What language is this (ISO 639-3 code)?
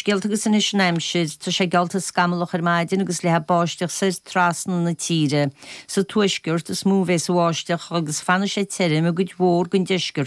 gle